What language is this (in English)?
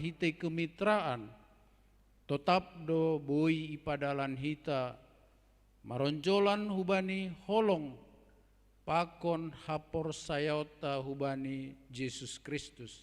Batak Simalungun